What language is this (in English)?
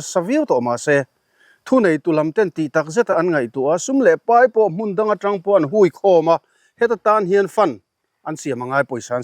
Mizo